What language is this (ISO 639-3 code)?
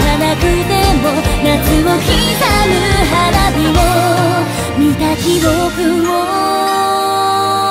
jpn